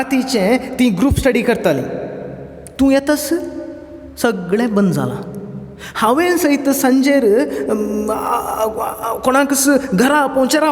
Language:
Konkani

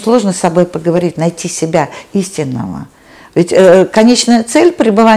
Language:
Russian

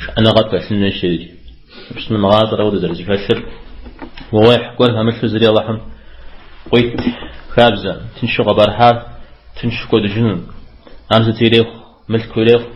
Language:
Kabardian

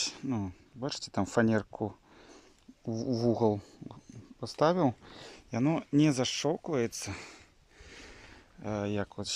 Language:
Belarusian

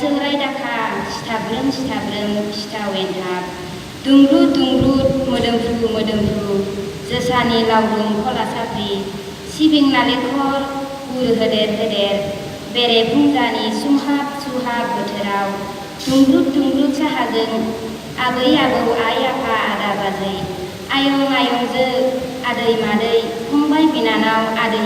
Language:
Bodo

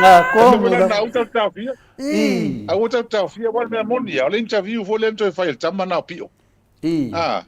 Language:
Samoan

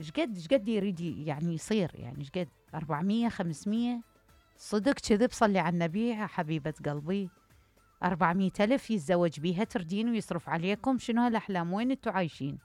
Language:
Mesopotamian Arabic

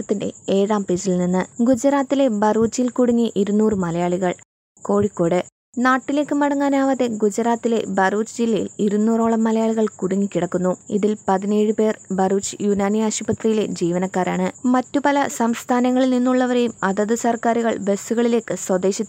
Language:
Malayalam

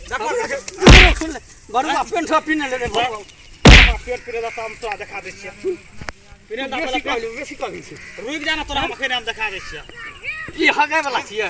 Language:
Maithili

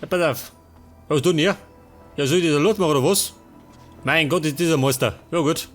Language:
Bavarian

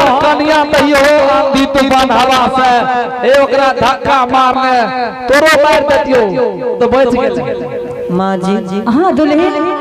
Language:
Angika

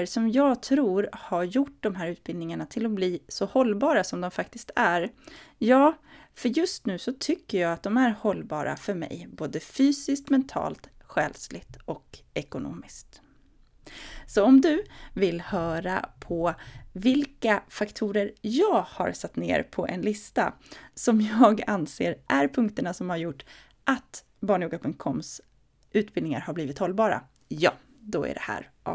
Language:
Swedish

